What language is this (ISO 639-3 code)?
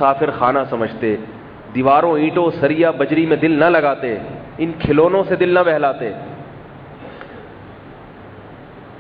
urd